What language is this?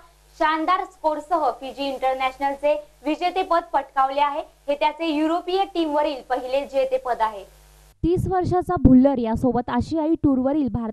Marathi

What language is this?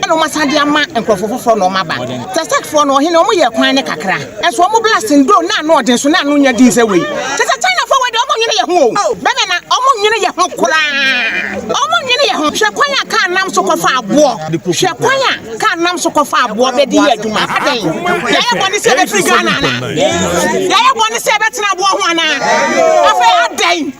Akan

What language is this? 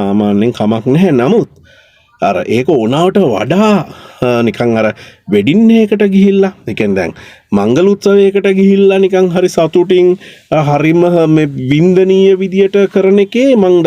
Sinhala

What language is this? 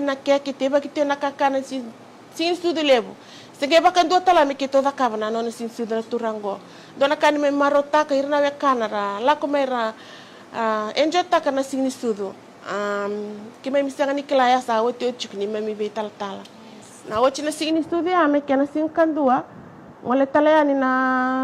Fijian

